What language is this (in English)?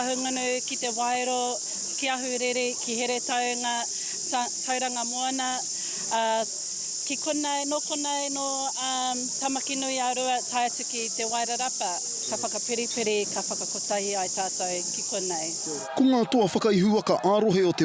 Māori